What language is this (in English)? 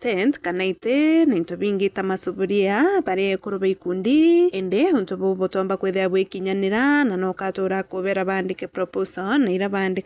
Meru